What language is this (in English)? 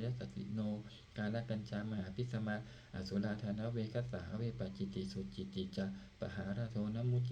Pali